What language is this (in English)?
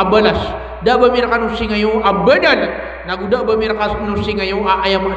Maranao